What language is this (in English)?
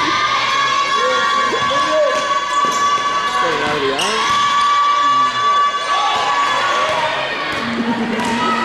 Spanish